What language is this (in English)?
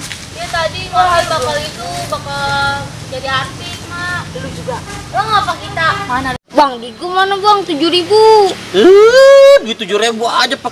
Betawi